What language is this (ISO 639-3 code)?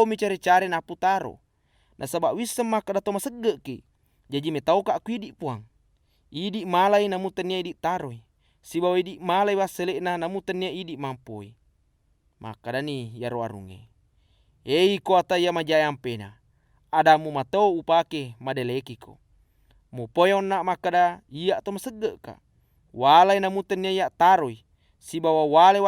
bug